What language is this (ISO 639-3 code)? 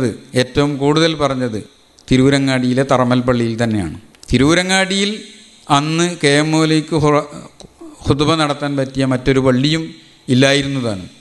mal